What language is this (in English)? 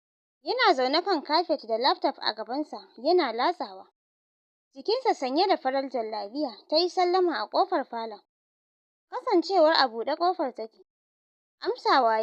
Hausa